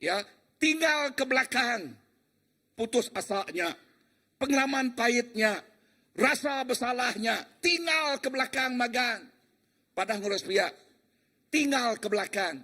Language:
Iban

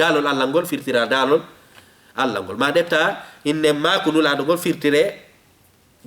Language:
Fula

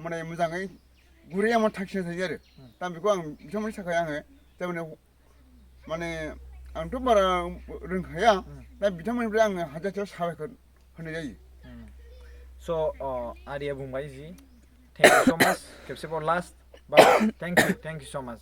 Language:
Bodo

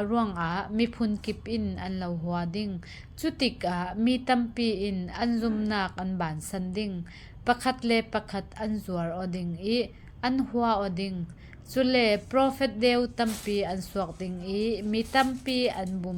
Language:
Falam Chin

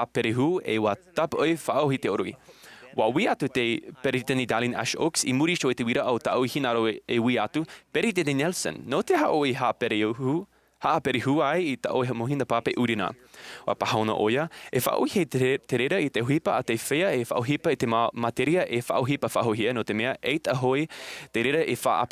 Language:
Tahitian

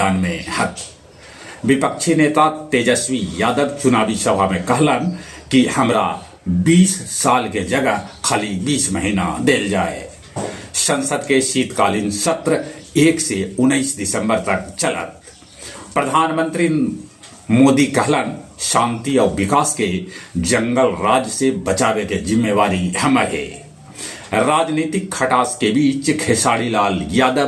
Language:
Magahi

